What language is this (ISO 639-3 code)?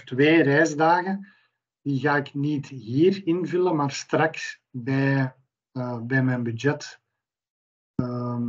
nld